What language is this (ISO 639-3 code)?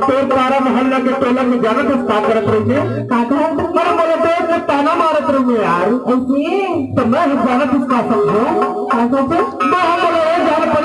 hne